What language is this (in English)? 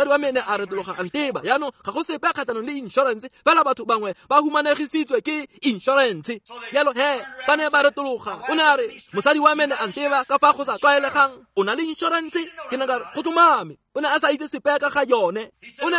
Tswana